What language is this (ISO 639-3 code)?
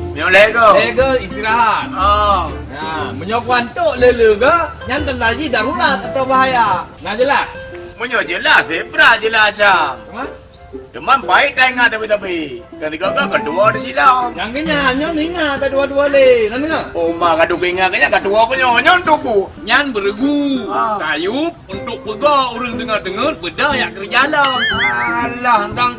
ace